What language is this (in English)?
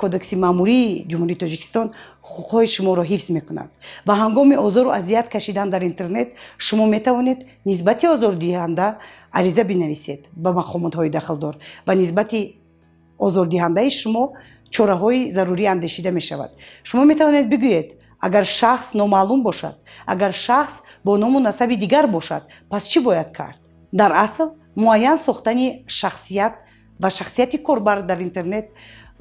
Tajik